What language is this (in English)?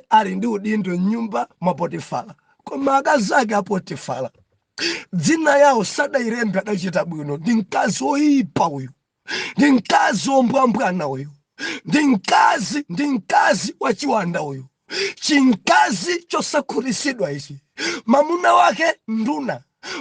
Nyanja